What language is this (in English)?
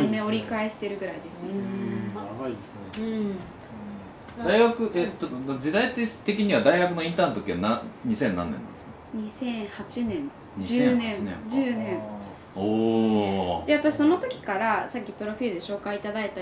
Japanese